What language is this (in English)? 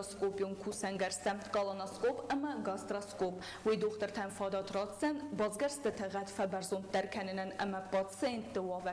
Ossetic